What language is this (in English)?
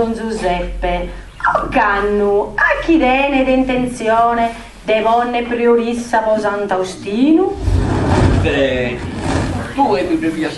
Sardinian